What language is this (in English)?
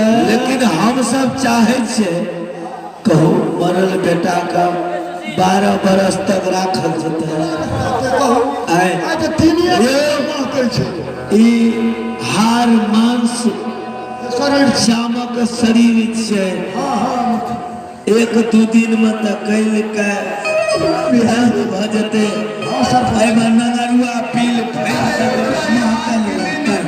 Maithili